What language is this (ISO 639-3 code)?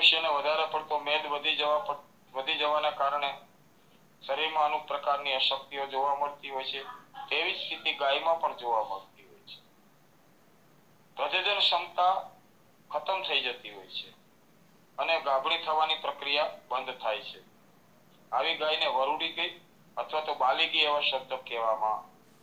guj